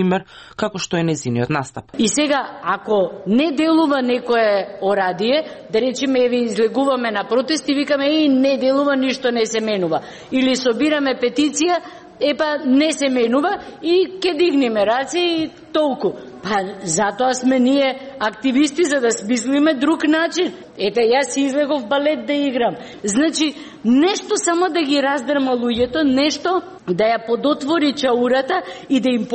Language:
Macedonian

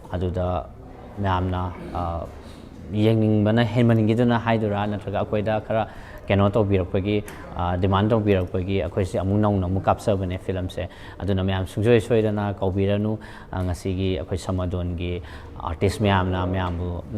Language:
Manipuri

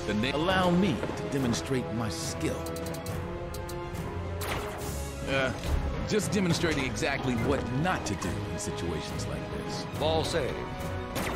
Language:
English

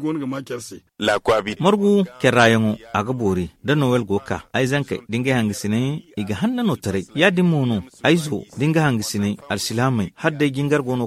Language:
Zarma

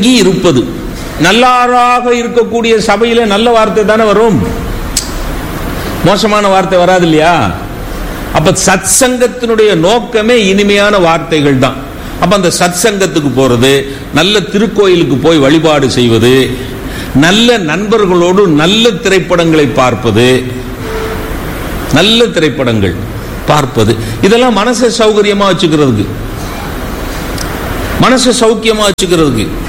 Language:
Tamil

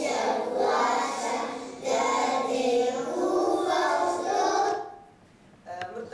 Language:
Kabardian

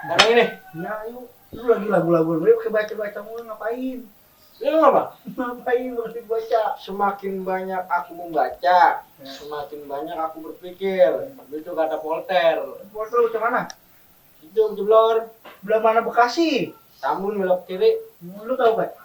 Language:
Betawi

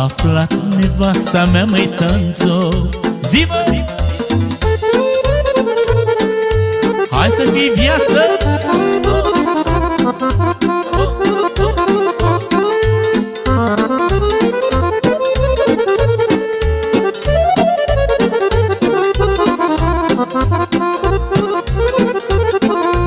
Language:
Romanian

